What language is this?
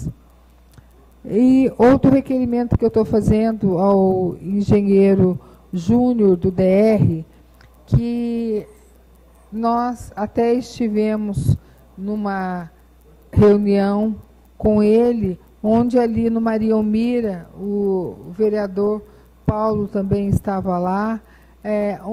Portuguese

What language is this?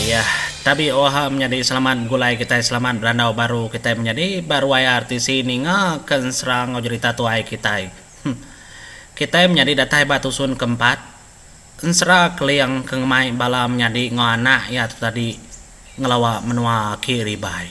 Iban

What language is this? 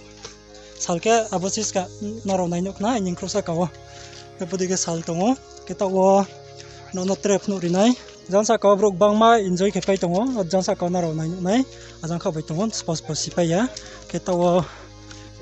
Riang (India)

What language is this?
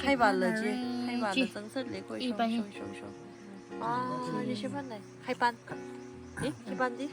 Tangkhul Naga (India)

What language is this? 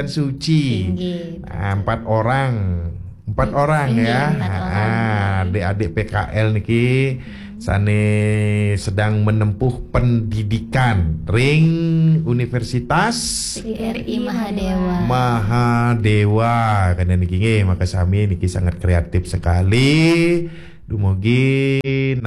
Balinese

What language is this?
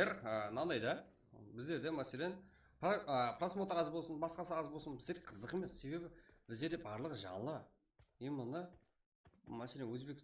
Kara-Kalpak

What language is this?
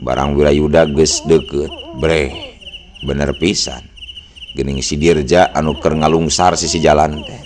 Sundanese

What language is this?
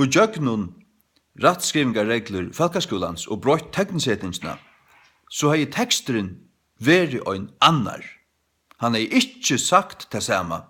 Faroese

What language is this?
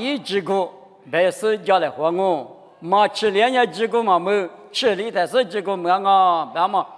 Lisu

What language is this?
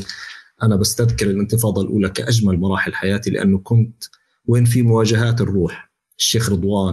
North Levantine Arabic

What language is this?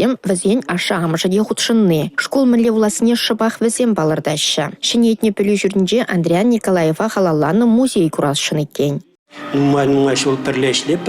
Chuvash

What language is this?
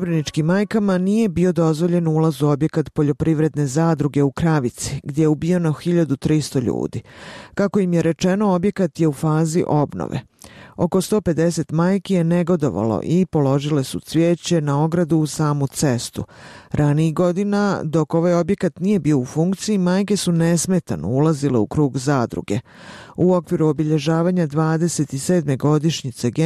Bosnian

